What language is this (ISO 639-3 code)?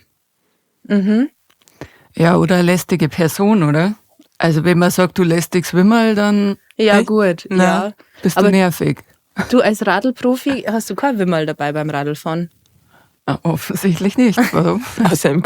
bar